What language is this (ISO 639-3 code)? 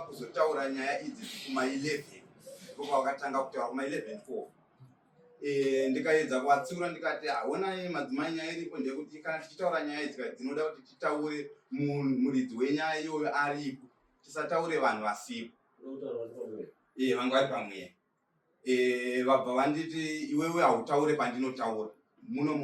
sna